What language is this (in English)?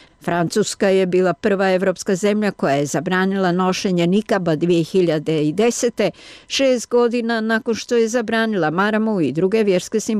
Bosnian